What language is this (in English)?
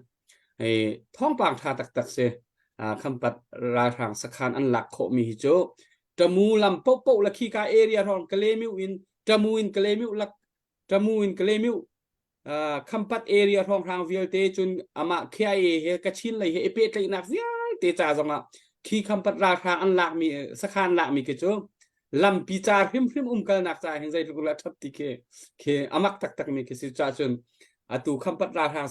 Hakha Chin